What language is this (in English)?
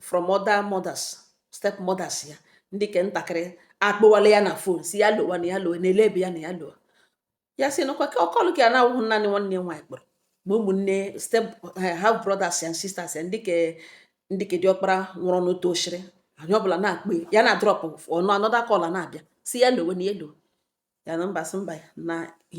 Igbo